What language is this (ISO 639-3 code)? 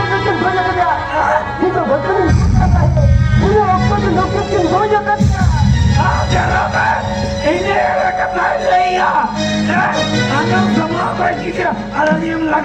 sat